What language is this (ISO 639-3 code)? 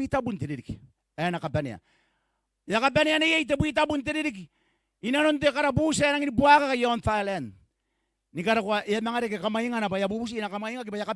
gil